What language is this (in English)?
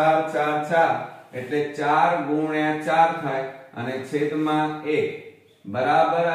Gujarati